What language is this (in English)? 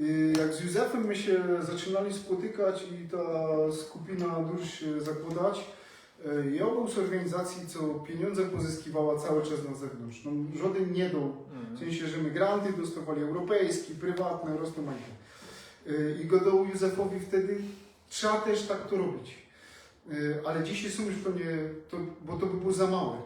Silesian